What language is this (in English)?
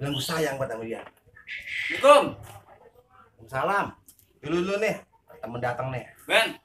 Betawi